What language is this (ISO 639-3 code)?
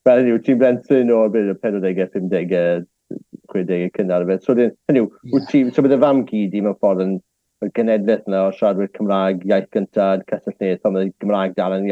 cym